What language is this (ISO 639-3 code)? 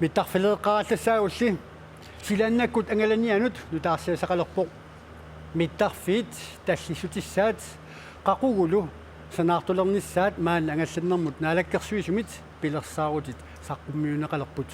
kal